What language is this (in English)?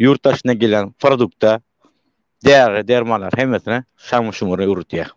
Turkmen